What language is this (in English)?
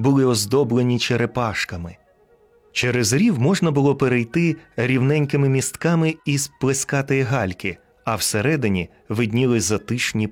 Ukrainian